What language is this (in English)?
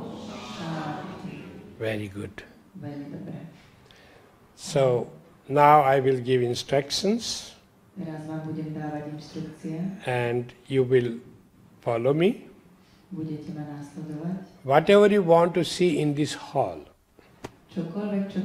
Slovak